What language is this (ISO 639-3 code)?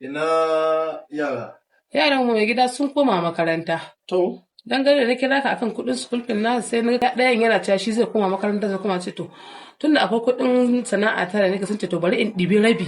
hau